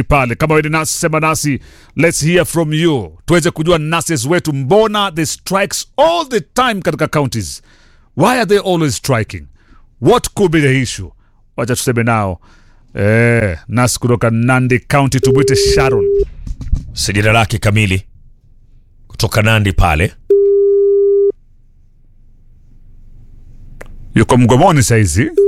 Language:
Swahili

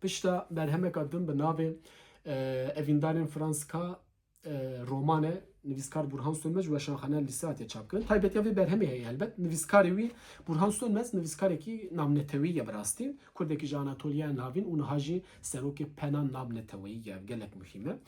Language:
Kurdish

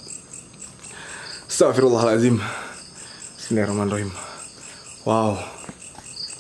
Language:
Indonesian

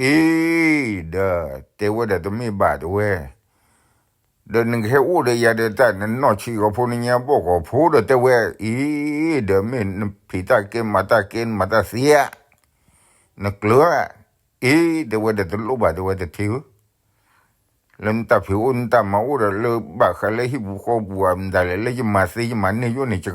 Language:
S'gaw Karen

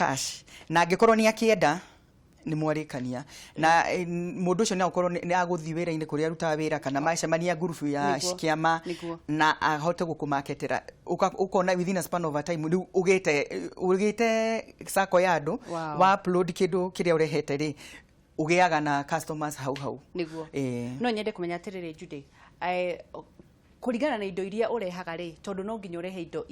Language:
Kikuyu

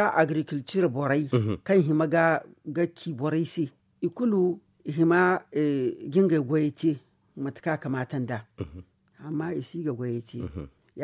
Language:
Zarma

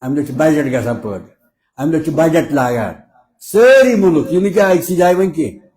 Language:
Kashmiri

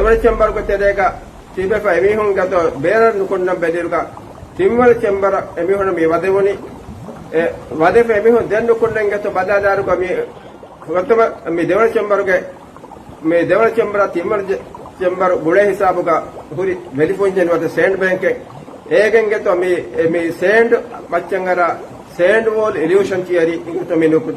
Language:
Divehi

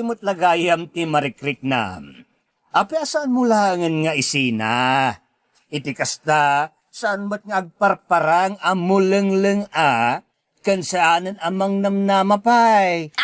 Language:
Iloko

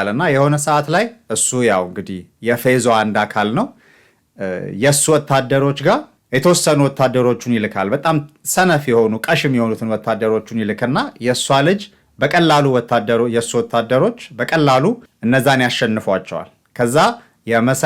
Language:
Amharic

